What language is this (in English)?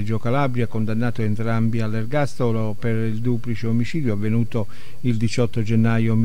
Italian